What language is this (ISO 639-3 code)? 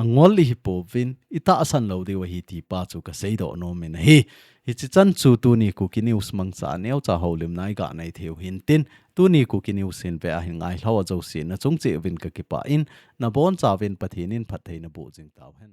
tcz